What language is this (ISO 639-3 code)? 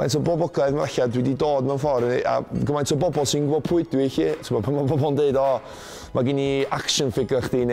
cym